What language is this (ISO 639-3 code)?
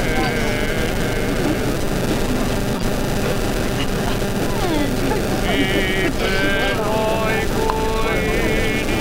ron